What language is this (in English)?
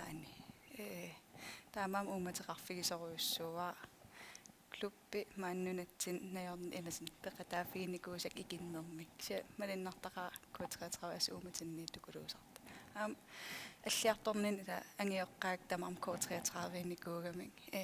Kalaallisut